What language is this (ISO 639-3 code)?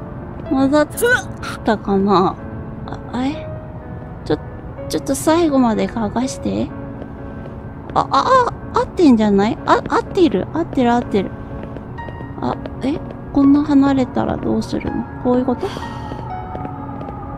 jpn